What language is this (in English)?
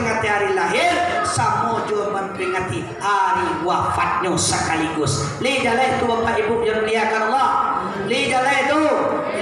Minangkabau